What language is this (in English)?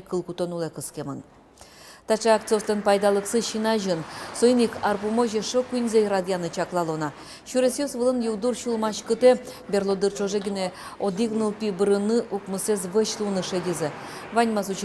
Udmurt